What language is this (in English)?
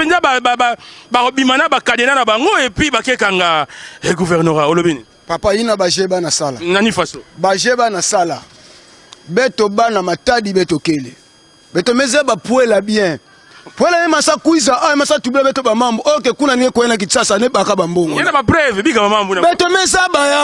Lingala